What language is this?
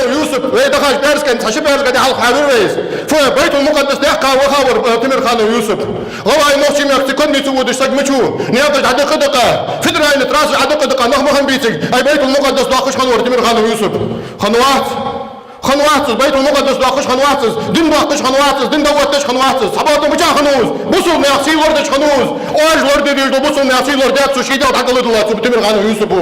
Ingush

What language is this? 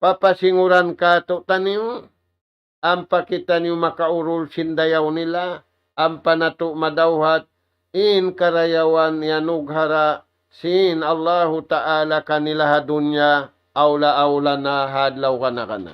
Tausug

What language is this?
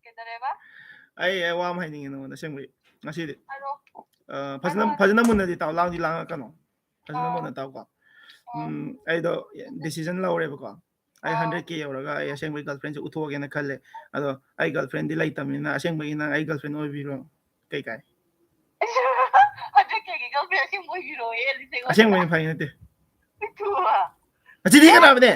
Manipuri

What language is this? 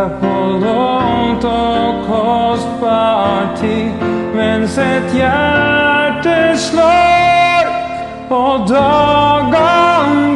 Norwegian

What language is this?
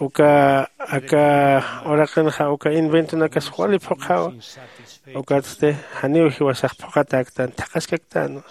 Aymara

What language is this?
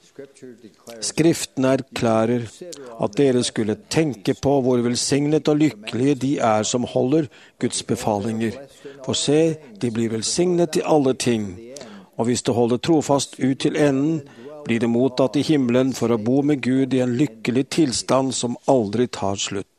Norwegian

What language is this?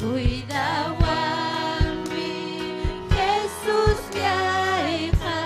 Ayacucho Quechua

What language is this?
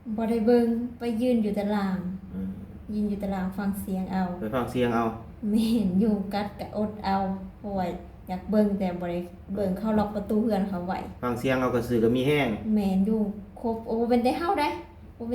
Lao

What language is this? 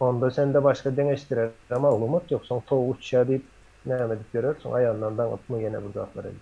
Turkmen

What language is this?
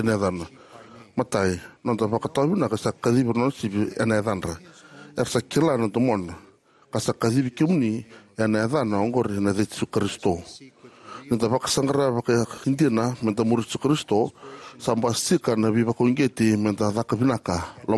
Fijian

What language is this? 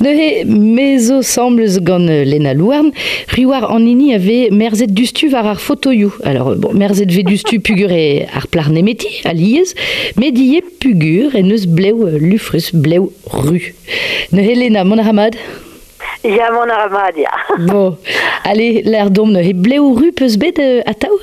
Breton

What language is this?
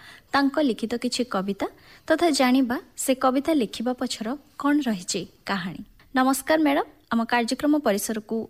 Odia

